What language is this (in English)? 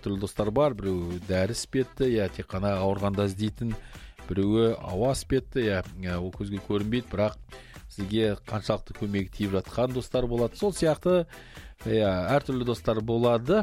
Kazakh